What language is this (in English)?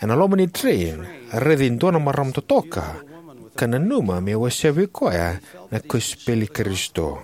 Fijian